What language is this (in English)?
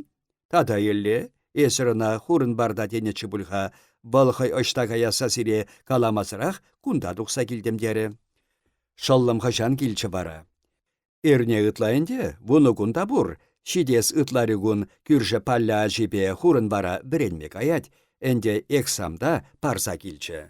Chuvash